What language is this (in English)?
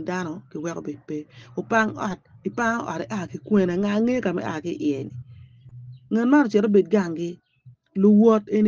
Acoli